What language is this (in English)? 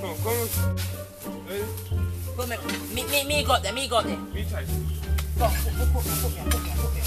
Jamaican Creole English